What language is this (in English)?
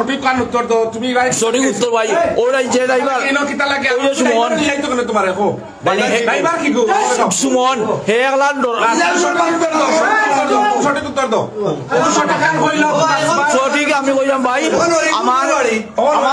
Sylheti